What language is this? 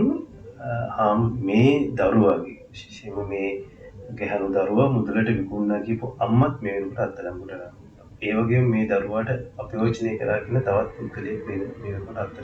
Sinhala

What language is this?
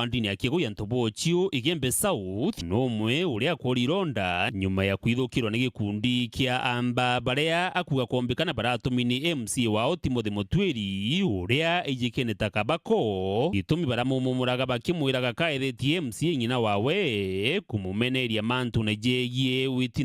Meru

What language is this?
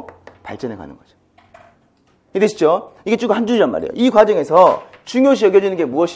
Korean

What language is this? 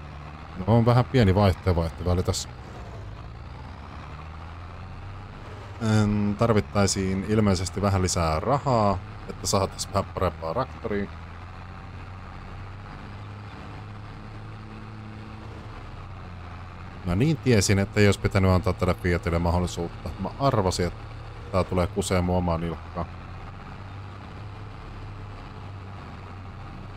Finnish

